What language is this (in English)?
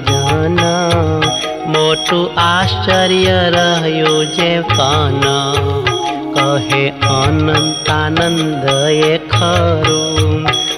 Gujarati